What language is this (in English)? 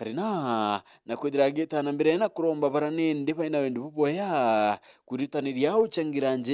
Meru